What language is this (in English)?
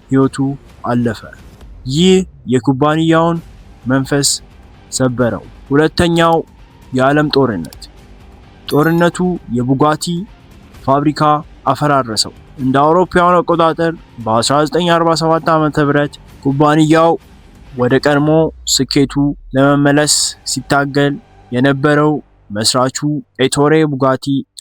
Amharic